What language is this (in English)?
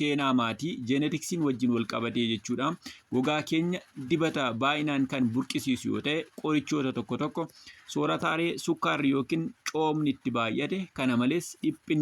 Oromo